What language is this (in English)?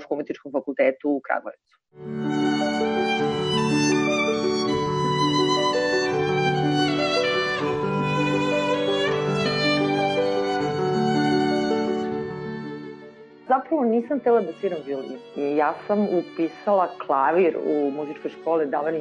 Serbian